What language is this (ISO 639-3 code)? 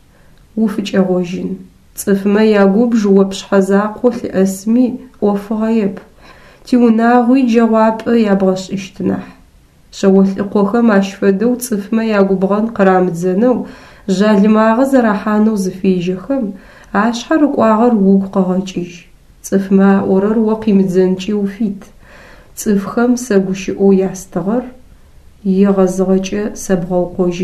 ady